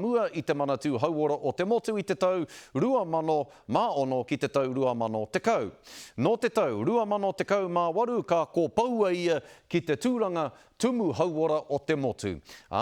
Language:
Māori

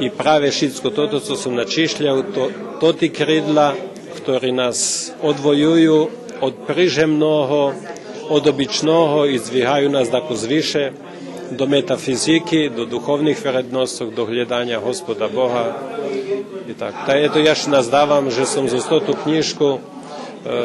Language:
Rusyn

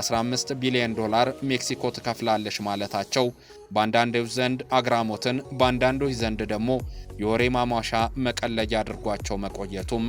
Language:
Amharic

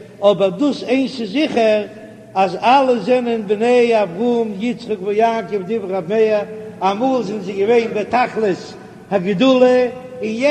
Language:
Yiddish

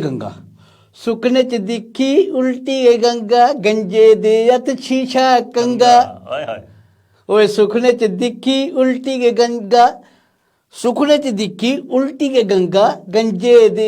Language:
Dogri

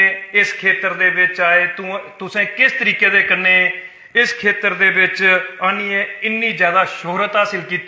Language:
Dogri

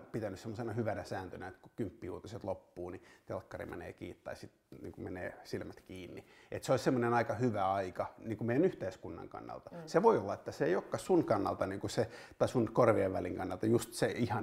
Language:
Finnish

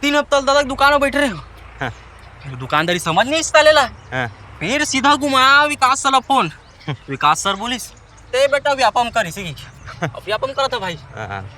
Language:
Chhattisgarhi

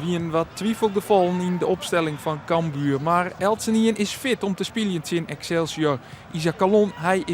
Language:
Western Frisian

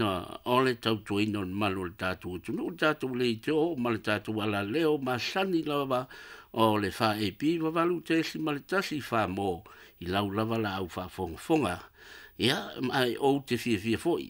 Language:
Samoan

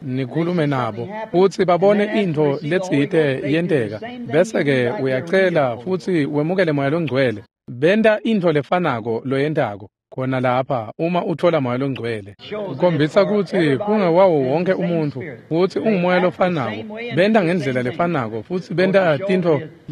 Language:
Swati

